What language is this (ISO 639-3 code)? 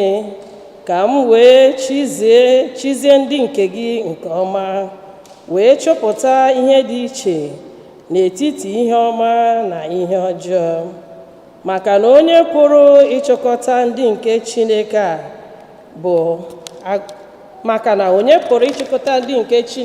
ibo